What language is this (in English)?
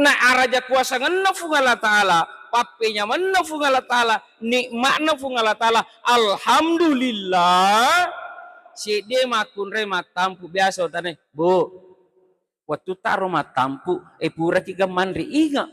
Buginese